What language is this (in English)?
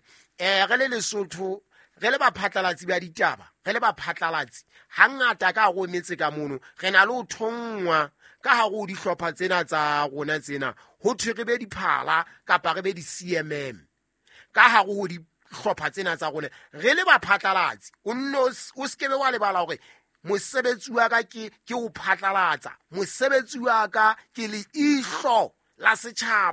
Southern Sotho